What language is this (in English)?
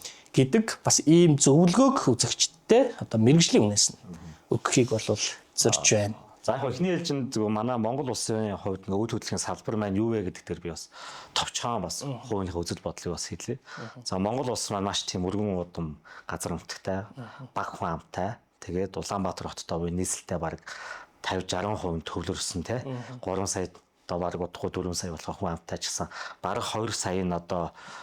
Mongolian